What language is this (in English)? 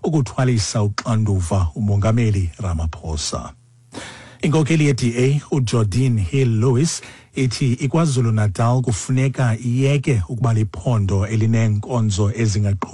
Xhosa